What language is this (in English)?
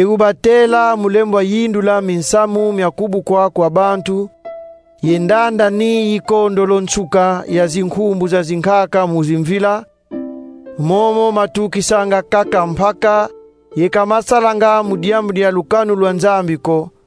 Kongo